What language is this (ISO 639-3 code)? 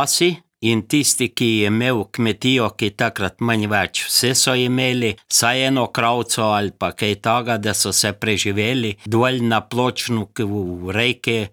slv